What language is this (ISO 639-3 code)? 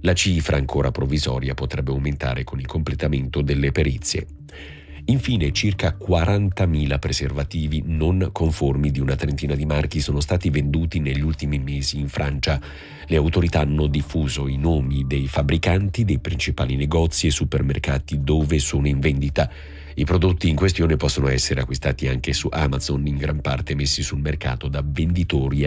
ita